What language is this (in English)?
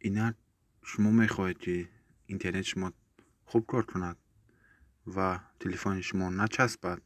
Tajik